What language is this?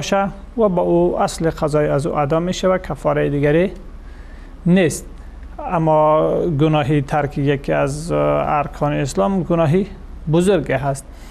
Persian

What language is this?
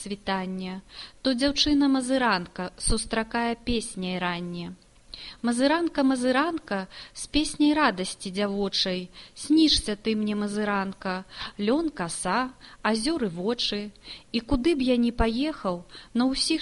Belarusian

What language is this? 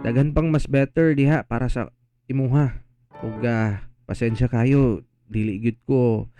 Cebuano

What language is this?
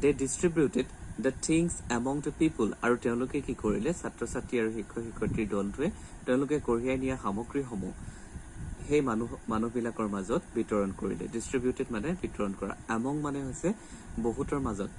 Assamese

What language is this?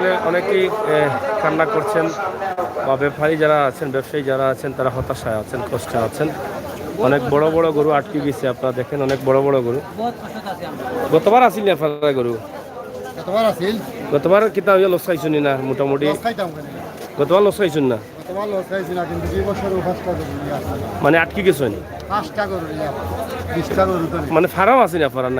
Sylheti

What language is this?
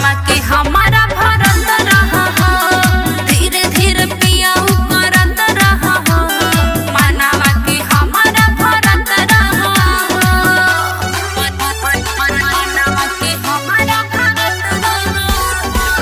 Bhojpuri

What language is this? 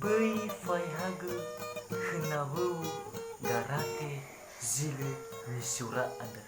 Nias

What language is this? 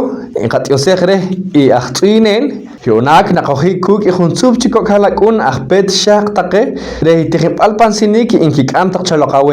Poqomchi'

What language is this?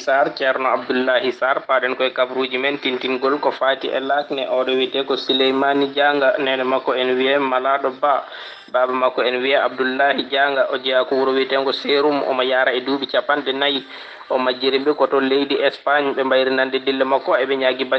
Fula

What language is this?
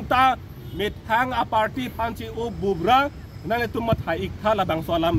Karbi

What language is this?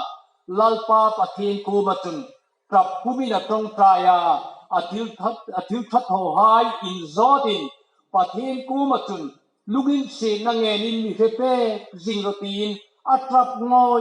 Hmar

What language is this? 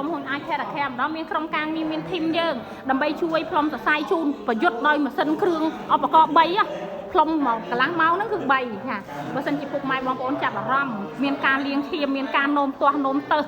Khmer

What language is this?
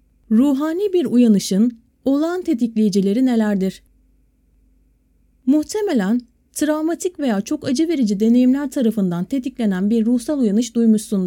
Turkish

